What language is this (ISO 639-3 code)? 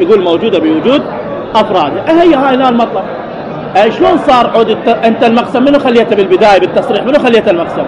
acm